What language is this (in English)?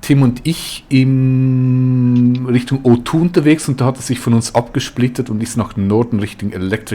Swiss German